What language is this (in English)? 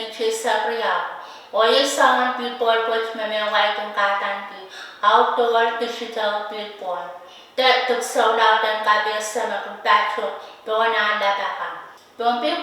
Pohnpeian